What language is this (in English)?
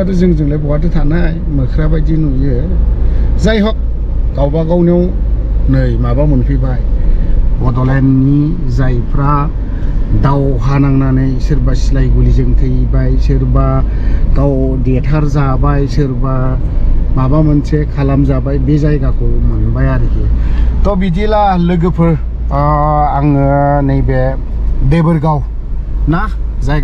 Bodo